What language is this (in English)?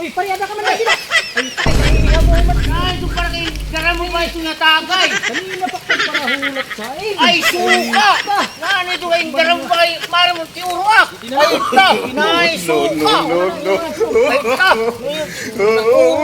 Waray